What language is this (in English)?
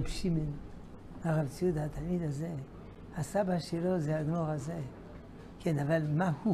Hebrew